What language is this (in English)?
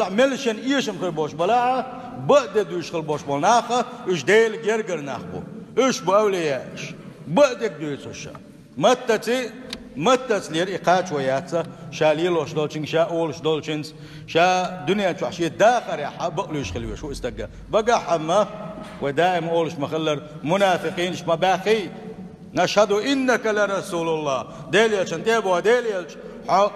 Chechen